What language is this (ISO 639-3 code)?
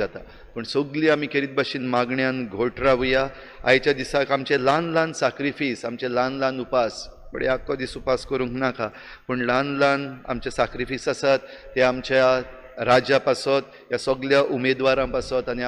kok